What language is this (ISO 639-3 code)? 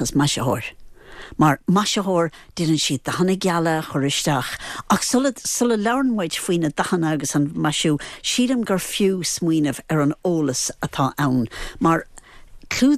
gle